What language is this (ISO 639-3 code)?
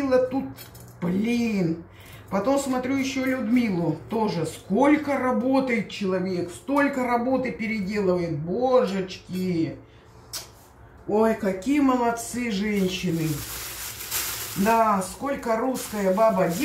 rus